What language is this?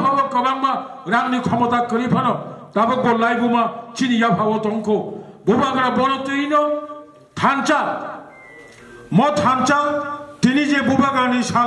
Kok Borok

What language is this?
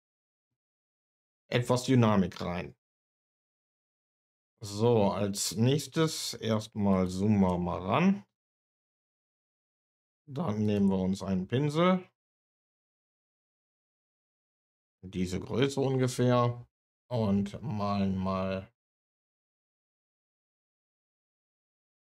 German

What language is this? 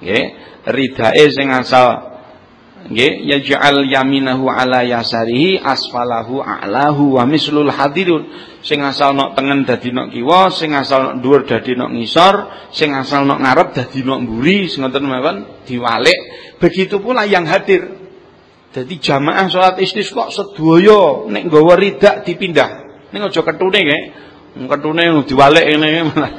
Javanese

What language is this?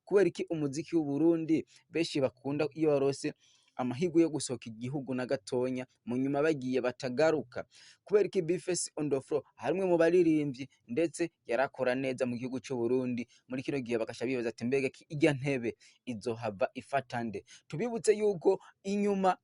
Rundi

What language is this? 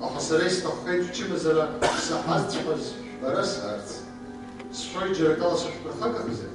Abkhazian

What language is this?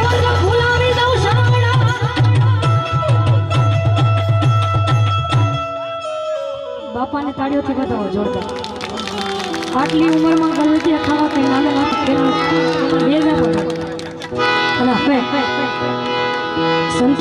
Gujarati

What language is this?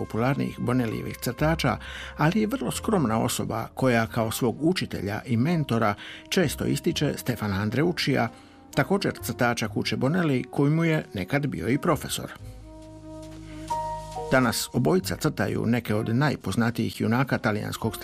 Croatian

